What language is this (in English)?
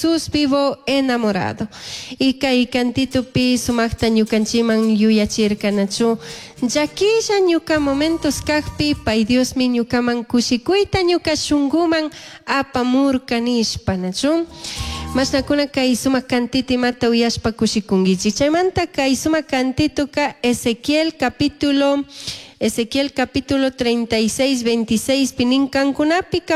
Chimborazo Highland Quichua